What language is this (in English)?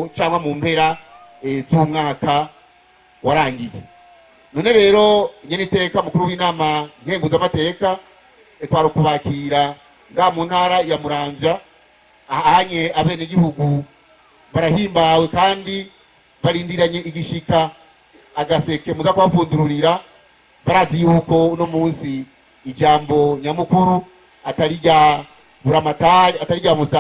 Rundi